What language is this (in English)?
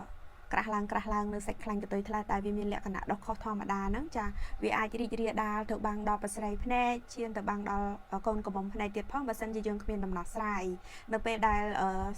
Khmer